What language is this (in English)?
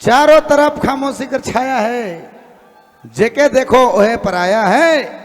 Sadri